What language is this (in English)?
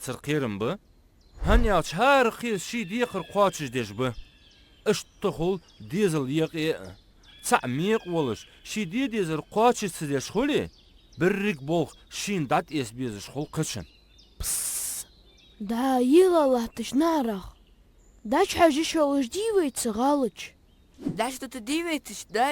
Ingush